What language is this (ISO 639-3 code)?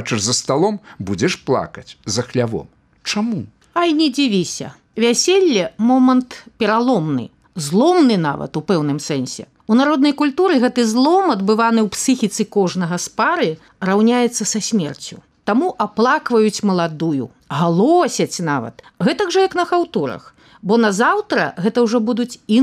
bel